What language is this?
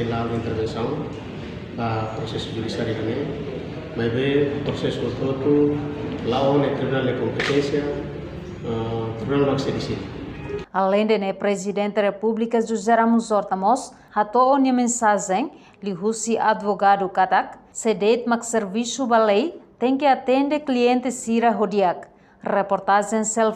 Tetum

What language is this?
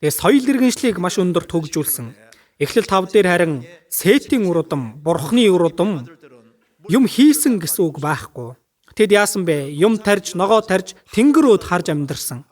Mongolian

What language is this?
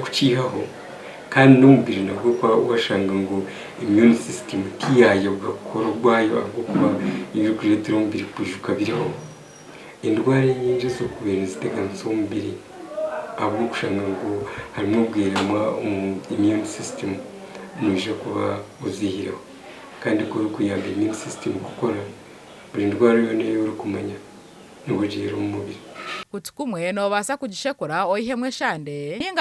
Nyankole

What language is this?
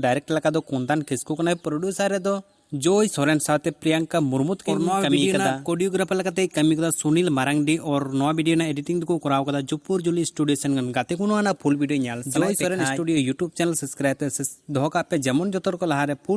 Santali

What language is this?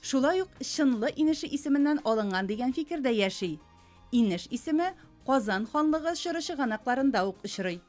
Tatar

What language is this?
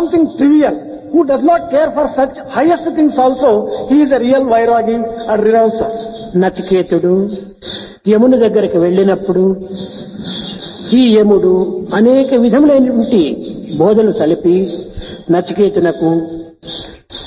Telugu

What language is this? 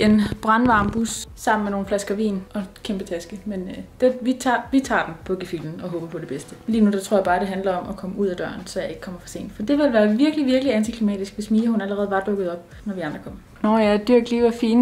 Danish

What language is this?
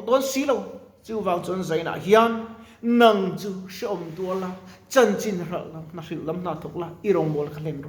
Mizo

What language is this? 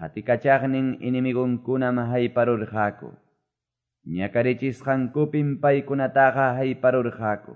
Quechua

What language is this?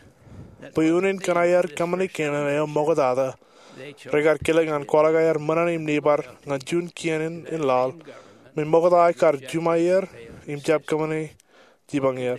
Marshallese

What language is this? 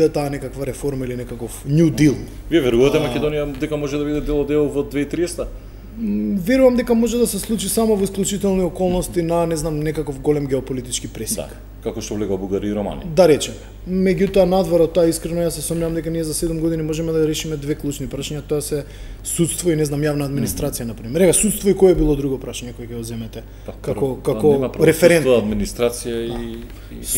Macedonian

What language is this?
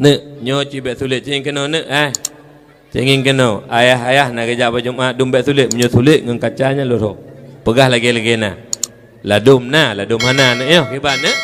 Achinese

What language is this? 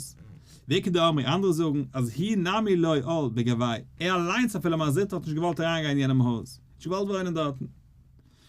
Yiddish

